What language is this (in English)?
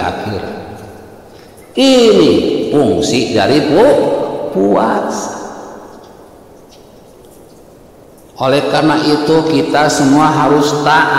Indonesian